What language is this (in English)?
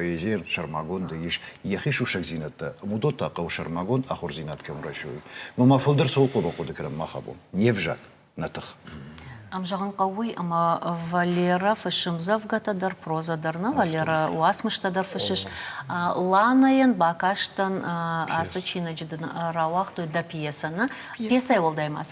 Ossetic